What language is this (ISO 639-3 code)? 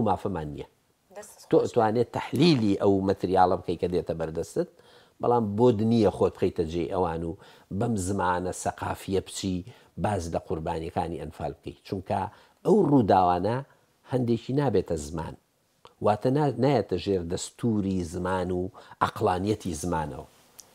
ckb